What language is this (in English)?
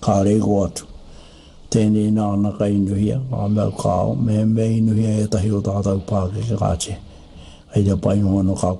Māori